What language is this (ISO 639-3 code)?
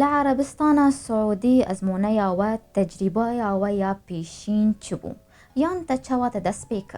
kur